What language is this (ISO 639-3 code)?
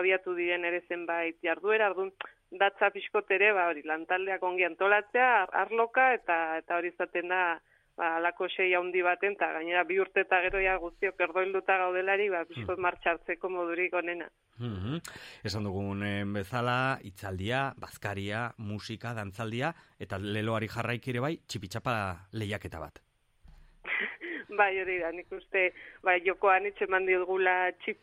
eus